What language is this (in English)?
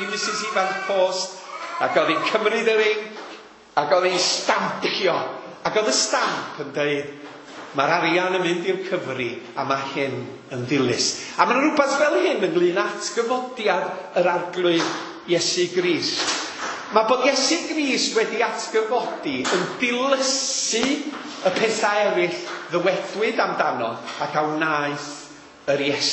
Welsh